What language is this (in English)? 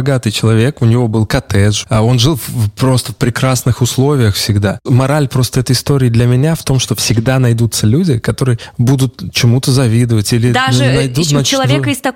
Russian